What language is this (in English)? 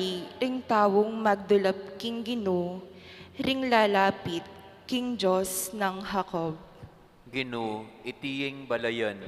Pampanga